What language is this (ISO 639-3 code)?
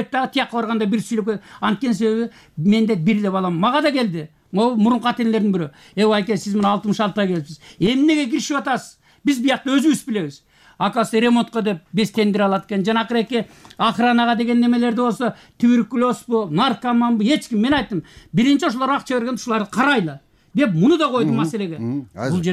kir